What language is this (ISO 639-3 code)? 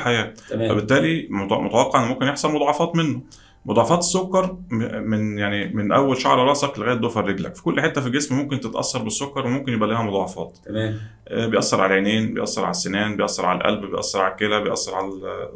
arz